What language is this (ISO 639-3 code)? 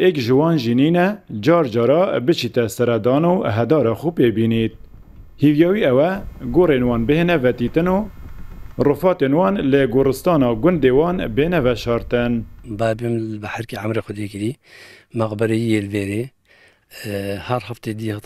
kur